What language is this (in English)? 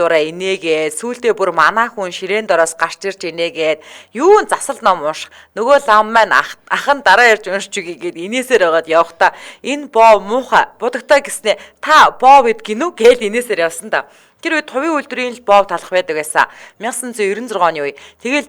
Mongolian